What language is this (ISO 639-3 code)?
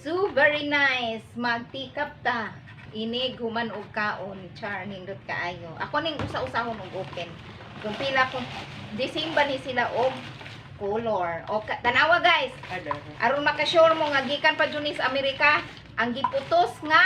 ceb